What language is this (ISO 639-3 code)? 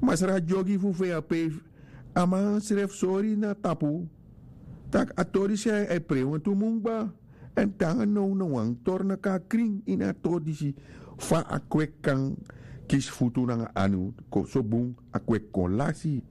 srn